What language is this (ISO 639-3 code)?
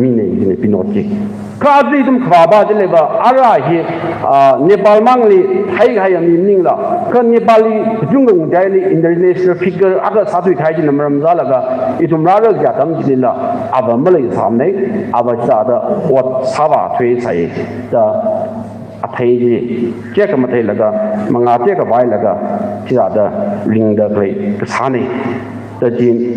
nmf